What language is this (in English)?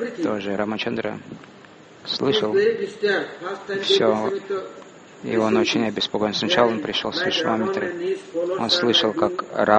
Russian